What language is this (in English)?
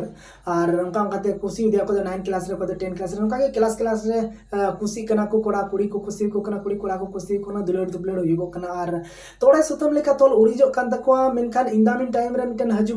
Santali